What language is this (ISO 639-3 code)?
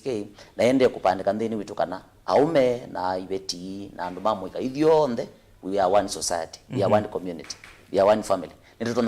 kam